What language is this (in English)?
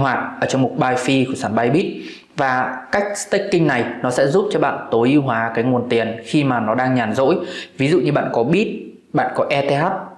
Vietnamese